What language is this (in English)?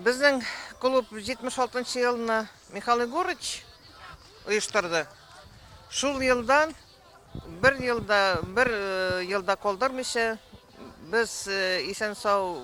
Tatar